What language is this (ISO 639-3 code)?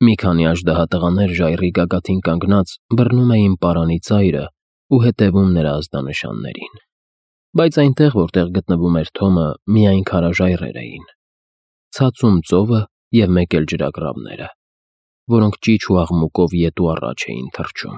hye